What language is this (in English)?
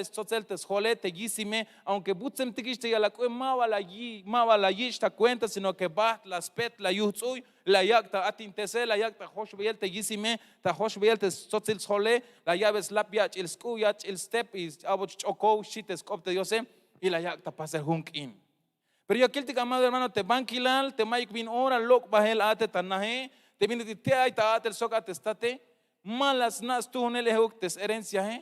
Tzeltal